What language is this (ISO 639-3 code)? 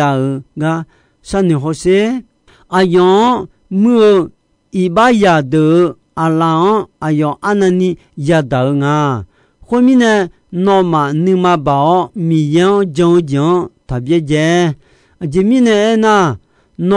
ahk